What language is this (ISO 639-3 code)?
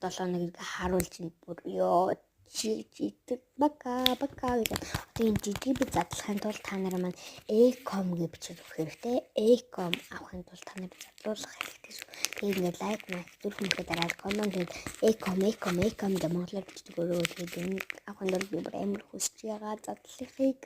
mon